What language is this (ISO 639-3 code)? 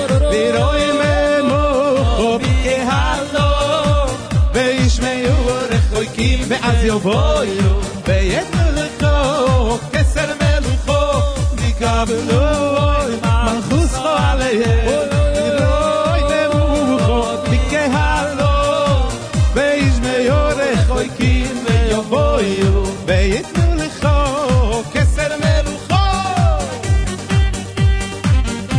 heb